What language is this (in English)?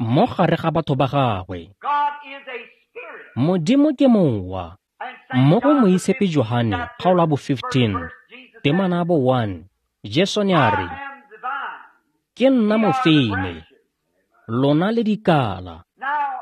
Tswana